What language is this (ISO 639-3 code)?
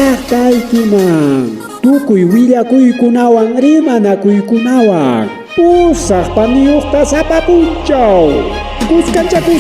quy